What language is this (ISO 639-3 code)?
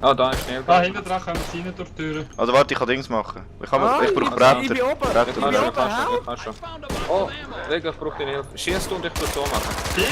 gsw